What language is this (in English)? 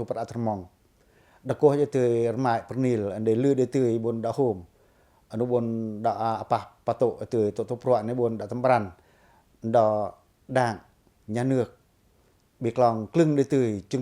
Pacoh